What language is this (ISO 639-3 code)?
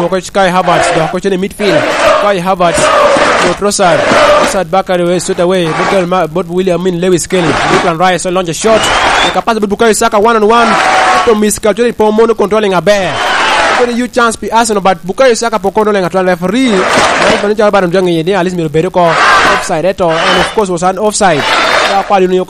laj